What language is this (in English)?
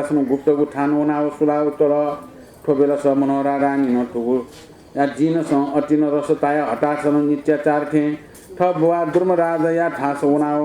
Newari